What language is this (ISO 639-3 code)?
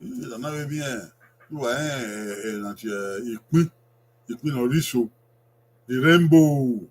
bin